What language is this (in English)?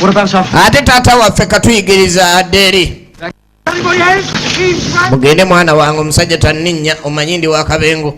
Ganda